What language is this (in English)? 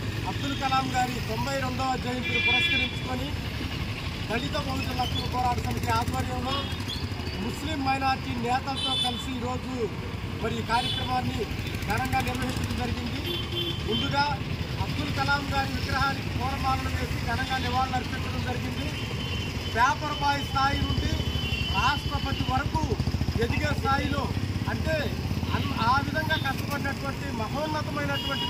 Telugu